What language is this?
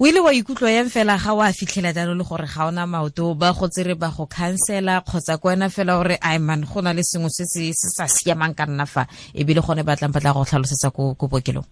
Tswana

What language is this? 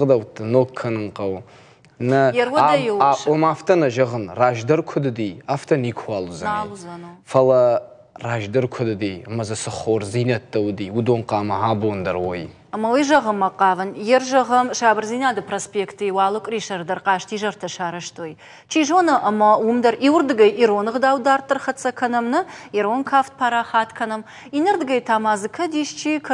Ossetic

